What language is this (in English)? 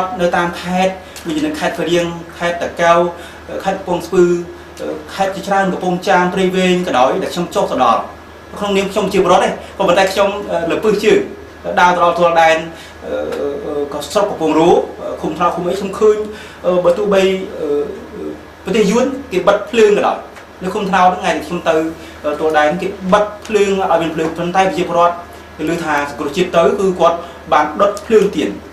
Khmer